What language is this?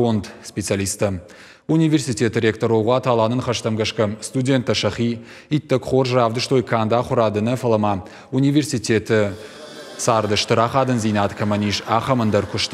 Ossetic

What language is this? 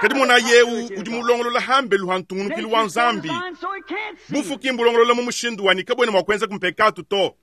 Luba-Lulua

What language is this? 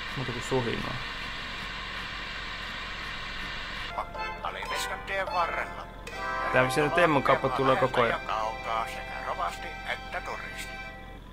Finnish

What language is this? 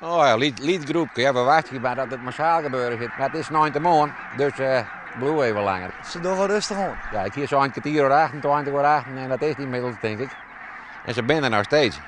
Western Frisian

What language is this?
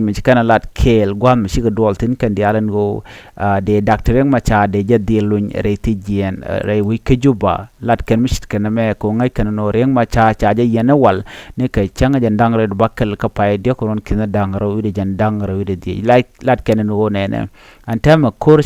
Nuer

